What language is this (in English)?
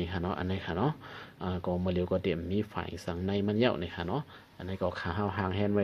Shan